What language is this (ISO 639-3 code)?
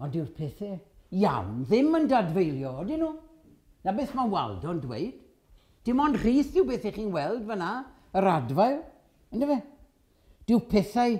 cym